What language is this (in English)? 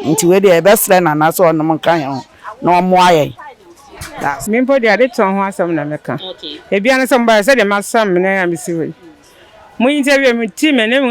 Akan